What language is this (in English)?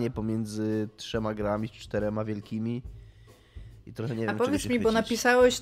Polish